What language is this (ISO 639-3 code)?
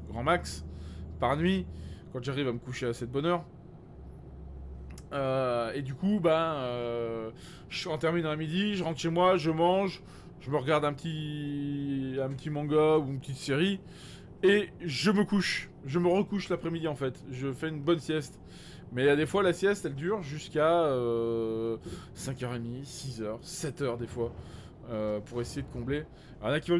fra